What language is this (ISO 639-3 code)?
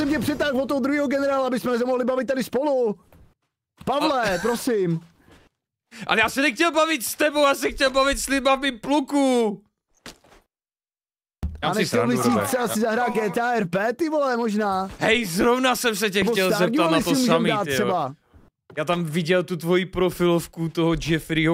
ces